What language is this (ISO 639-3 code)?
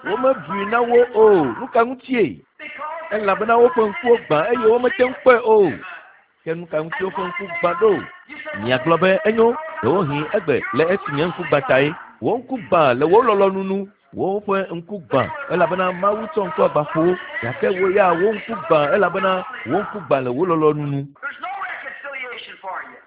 ewe